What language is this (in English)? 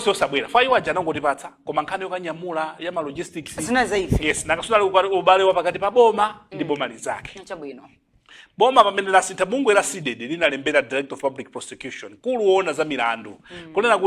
Nyanja